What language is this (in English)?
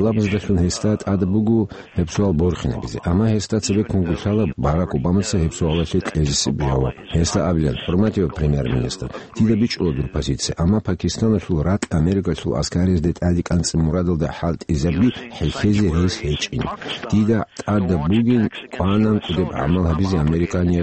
Avaric